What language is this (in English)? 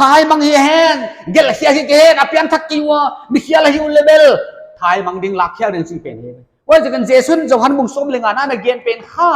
Paite Chin